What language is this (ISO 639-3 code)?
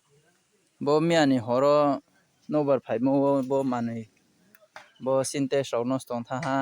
ria